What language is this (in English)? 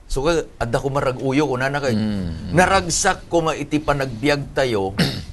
Iloko